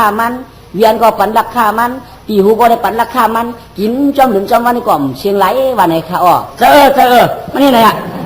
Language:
Shan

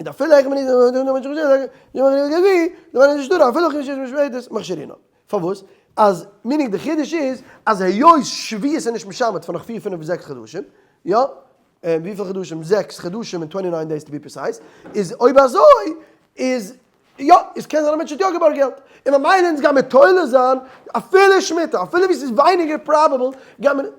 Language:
Yiddish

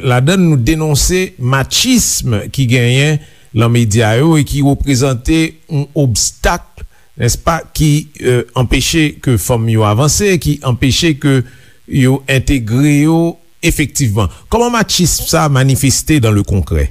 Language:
Haitian Creole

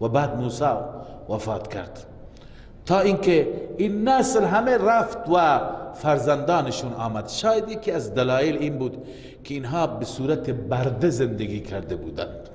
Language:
Persian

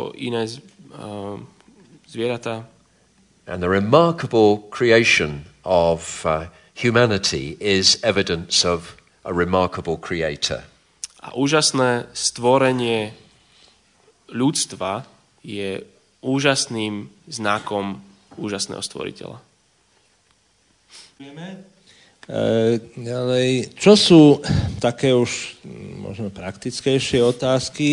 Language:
Slovak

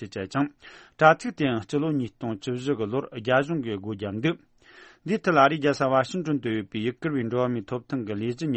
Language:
Tibetan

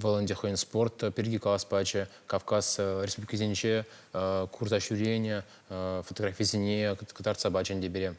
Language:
Chuvash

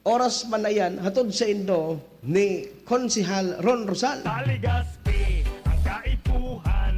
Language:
Bikol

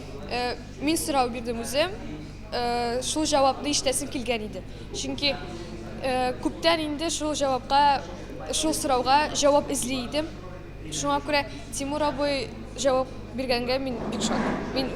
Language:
Tatar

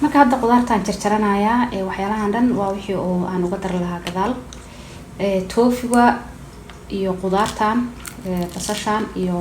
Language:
Somali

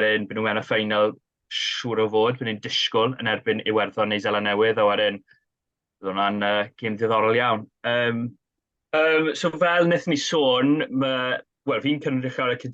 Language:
Welsh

